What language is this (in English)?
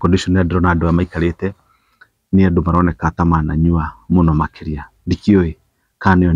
Kikuyu